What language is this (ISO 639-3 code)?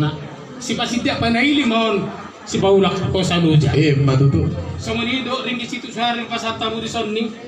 bbc